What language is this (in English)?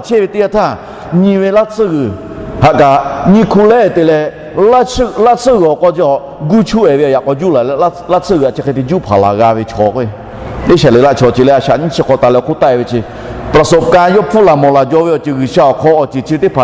Lahu